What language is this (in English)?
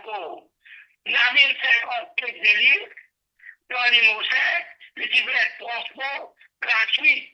Morisyen